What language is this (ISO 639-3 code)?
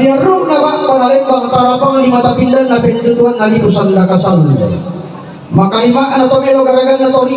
sda